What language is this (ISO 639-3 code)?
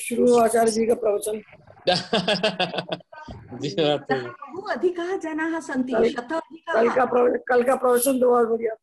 san